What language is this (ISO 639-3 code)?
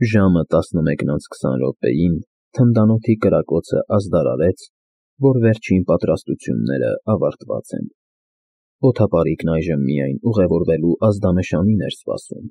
hye